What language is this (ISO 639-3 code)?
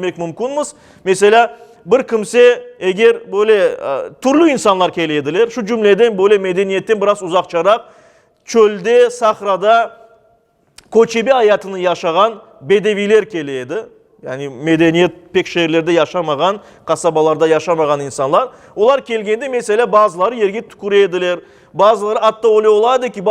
crh